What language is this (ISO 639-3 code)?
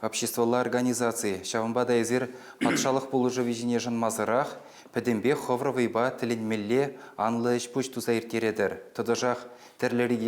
chv